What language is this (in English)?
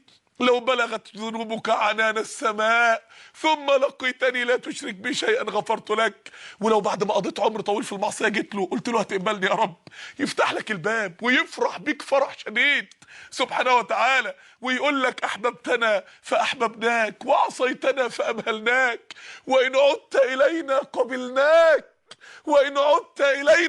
Egyptian Arabic